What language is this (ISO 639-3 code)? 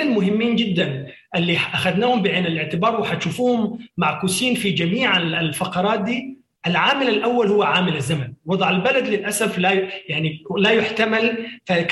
apd